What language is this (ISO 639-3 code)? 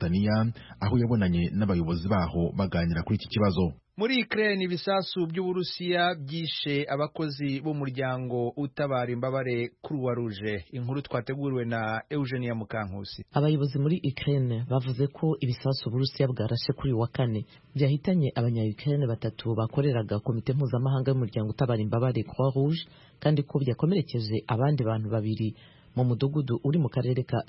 kin